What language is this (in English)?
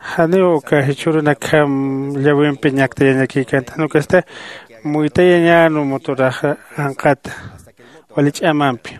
Aymara